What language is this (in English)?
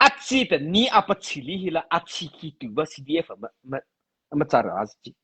Mara Chin